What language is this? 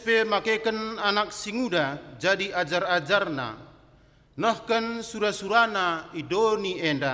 Batak Karo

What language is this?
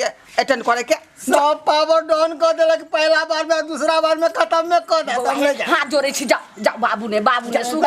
Maithili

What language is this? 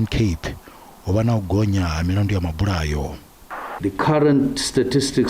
Venda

